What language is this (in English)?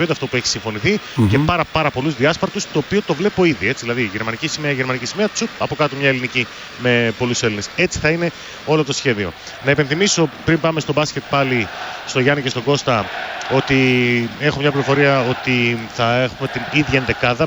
Greek